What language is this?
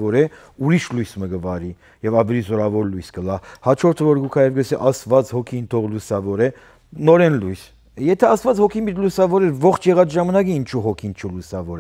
Western Armenian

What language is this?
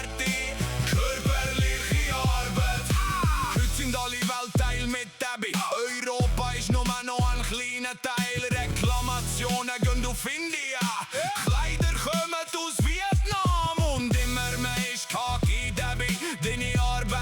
Swiss German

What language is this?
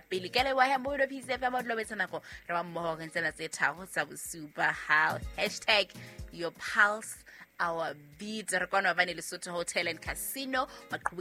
Southern Sotho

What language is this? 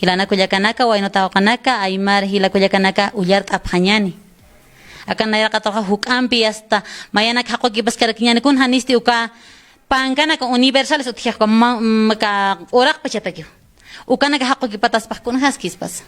Aymara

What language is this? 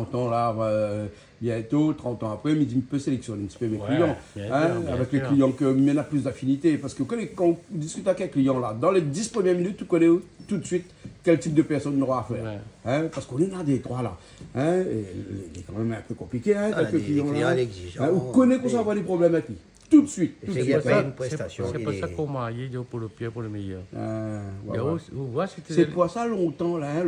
Réunion Creole French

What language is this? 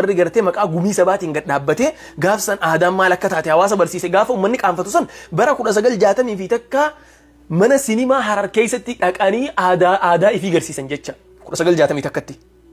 Oromo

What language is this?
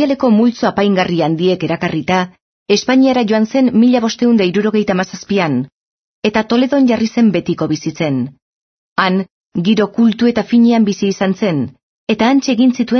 Basque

